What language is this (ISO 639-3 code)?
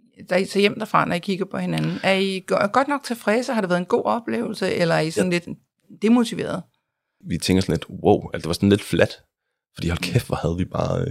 dan